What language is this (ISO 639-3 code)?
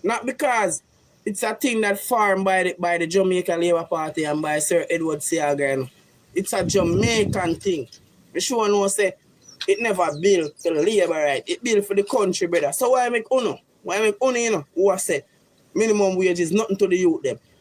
jam